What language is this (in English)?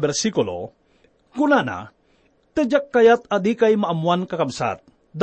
Iloko